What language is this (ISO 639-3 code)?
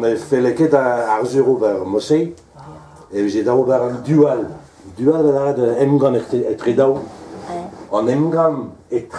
bre